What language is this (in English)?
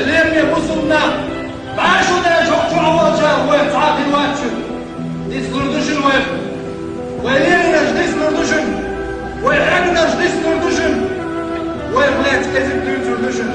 Chechen